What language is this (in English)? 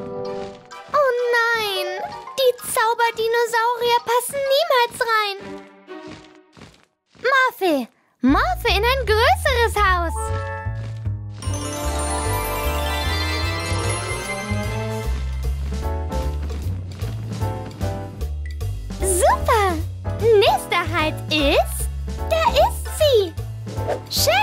German